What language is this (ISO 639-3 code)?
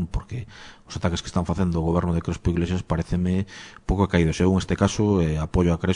glg